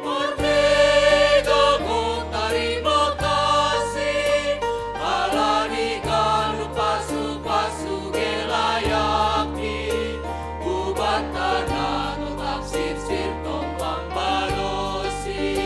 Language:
Batak Simalungun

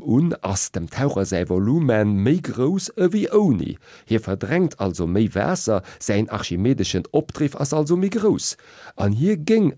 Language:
Luxembourgish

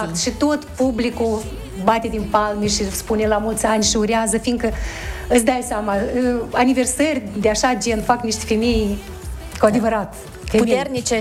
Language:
Romanian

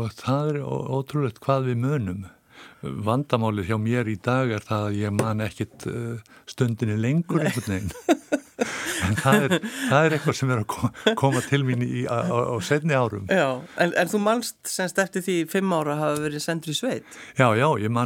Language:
Icelandic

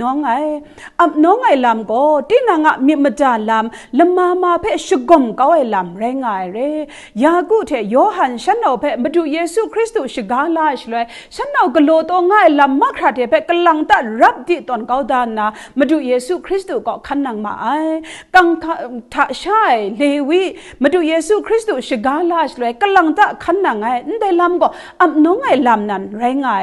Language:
Kachin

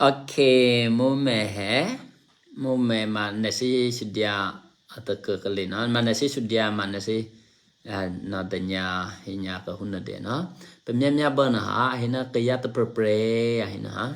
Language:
Eastern Kayah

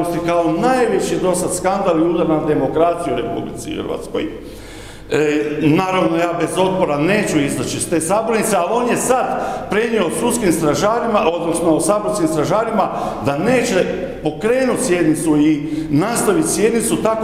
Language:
Croatian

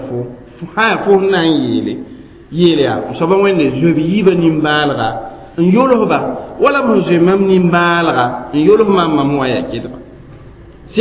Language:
Mossi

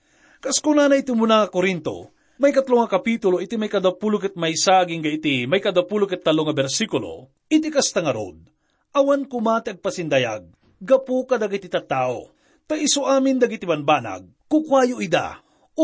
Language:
Iloko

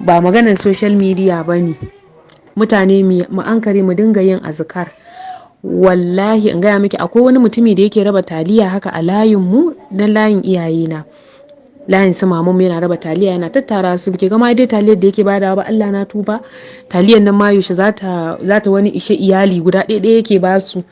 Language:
Hausa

